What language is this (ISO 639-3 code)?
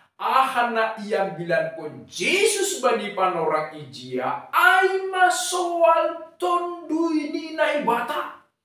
bts